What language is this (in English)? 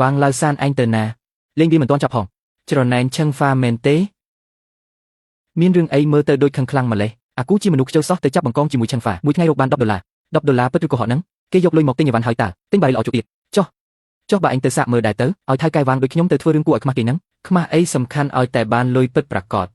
Khmer